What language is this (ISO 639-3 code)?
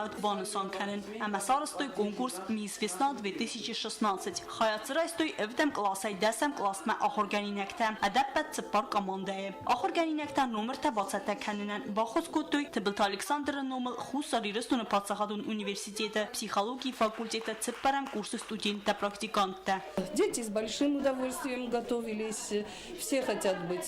oss